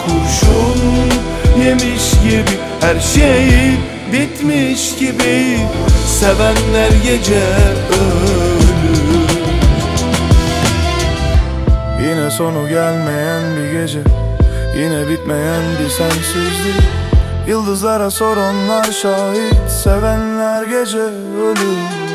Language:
Turkish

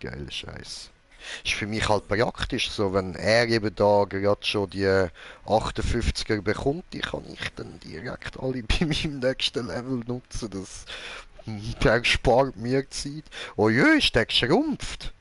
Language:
Swiss German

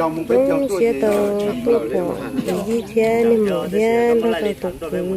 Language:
Hmong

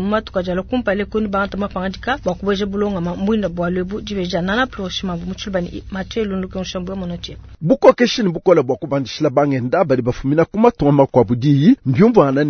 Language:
Luba-Lulua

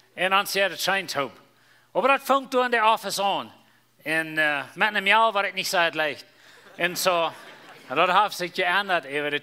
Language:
Plautdietsch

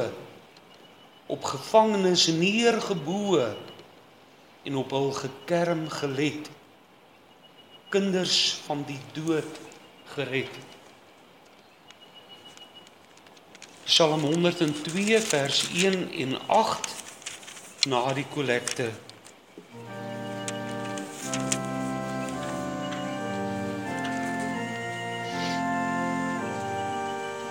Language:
Afrikaans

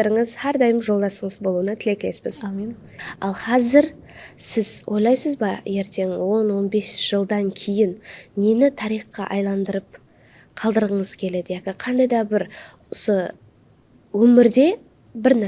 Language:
Kara-Kalpak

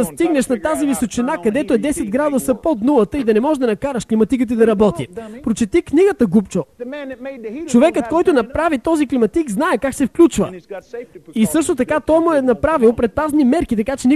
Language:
Bulgarian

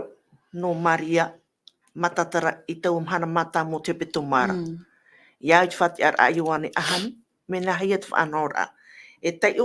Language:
Tahitian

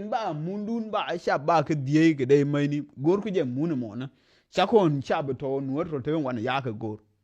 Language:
Nuer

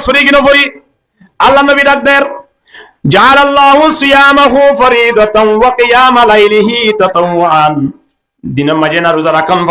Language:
Rohingya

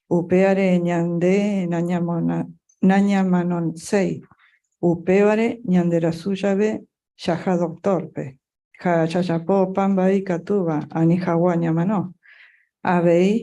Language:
Guarani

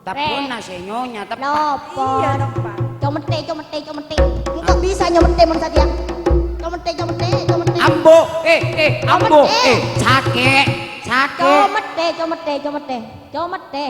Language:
Madurese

